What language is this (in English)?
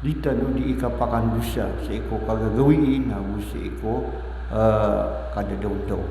Maranao